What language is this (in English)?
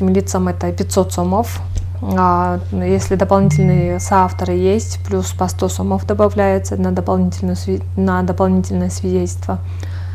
Russian